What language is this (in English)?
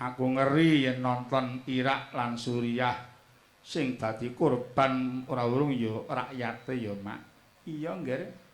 Javanese